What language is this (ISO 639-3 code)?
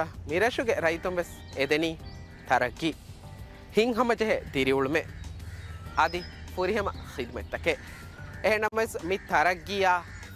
div